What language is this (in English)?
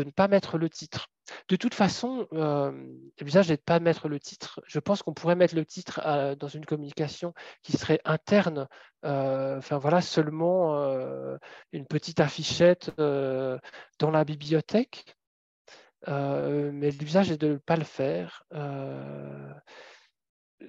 French